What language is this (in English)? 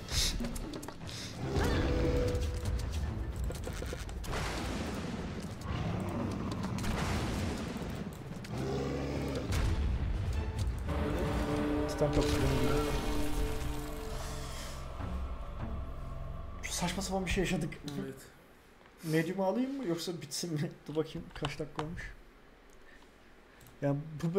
Turkish